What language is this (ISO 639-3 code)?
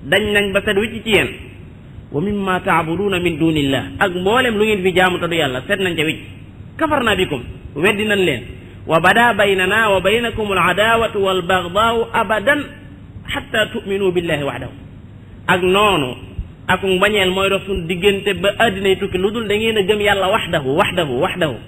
wol